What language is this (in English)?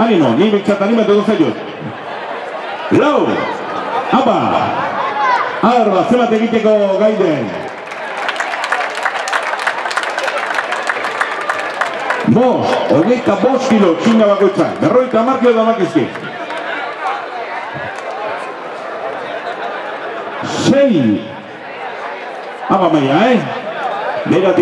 Basque